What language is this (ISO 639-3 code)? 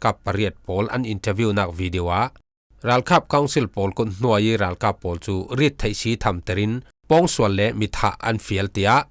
cfm